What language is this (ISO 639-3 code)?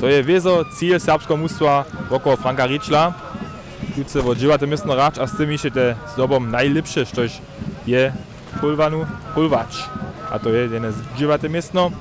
hsb